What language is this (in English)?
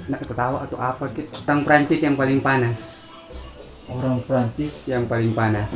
Manado Malay